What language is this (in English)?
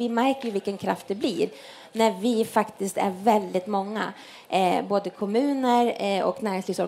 Swedish